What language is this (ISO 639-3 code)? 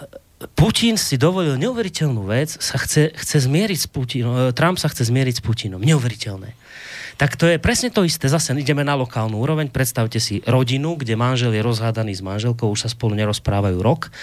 slk